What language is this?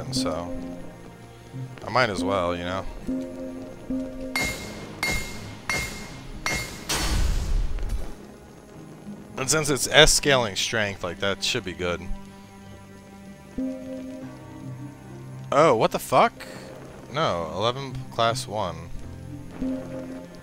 English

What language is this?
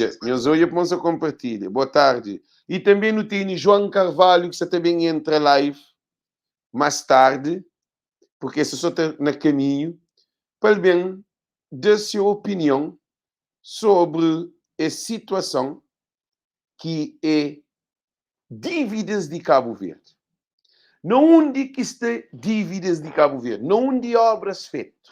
Kabuverdianu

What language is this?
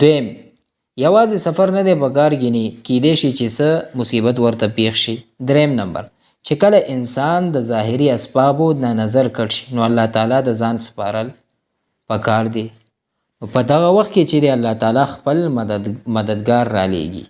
Pashto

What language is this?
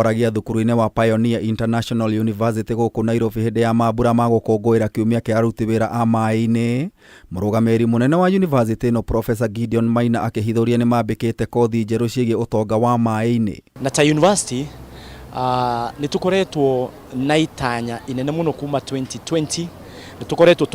Kikuyu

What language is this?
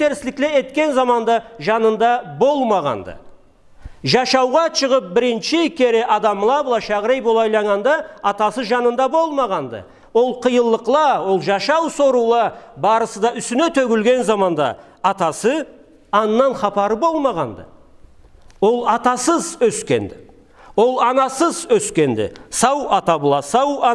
Karachay-Balkar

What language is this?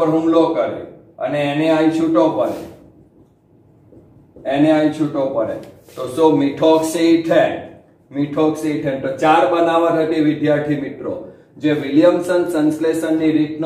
Gujarati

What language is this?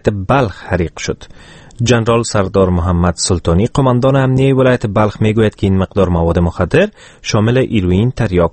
Persian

